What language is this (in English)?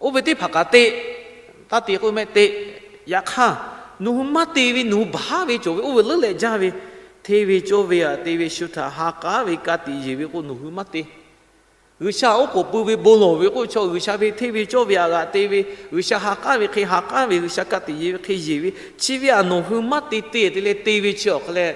Lahu